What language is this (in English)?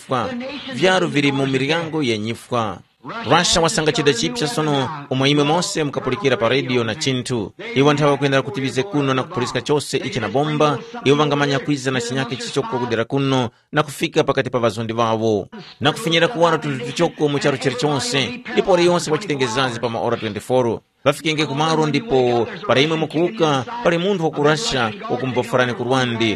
Tumbuka